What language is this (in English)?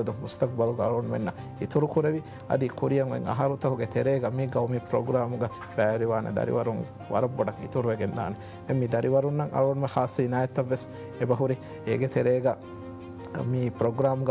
Divehi